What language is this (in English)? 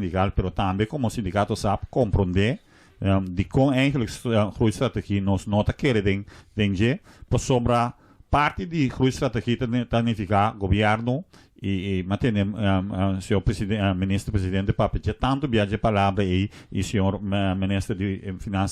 Papiamento